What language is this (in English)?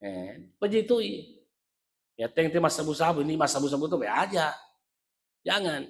Buginese